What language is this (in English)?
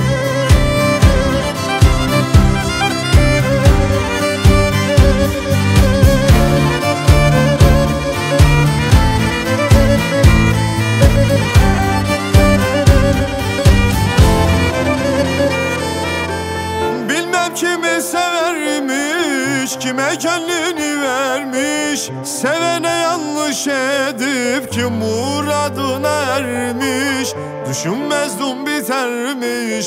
Turkish